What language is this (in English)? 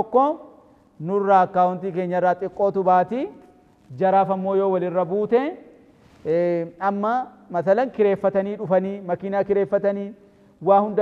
Oromo